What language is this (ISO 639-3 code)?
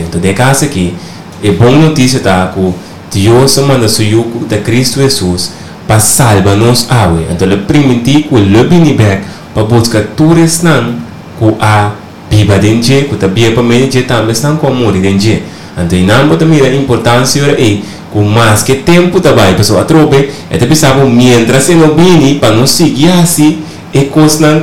pap